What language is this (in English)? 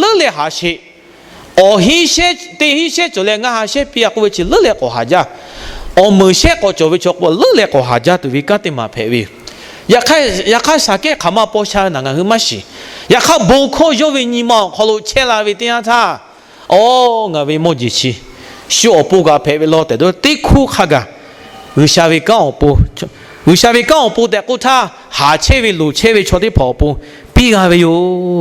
Lahu